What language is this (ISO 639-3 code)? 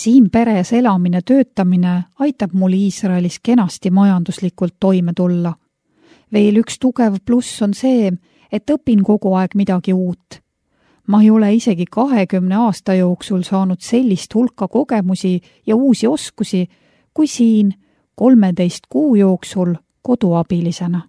est